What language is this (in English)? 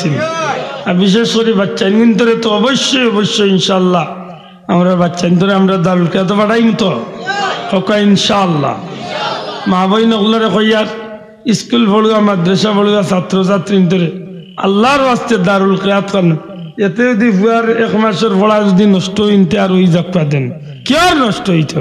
Sylheti